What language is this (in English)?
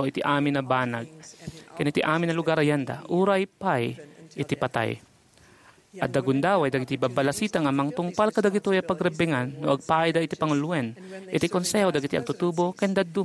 Iloko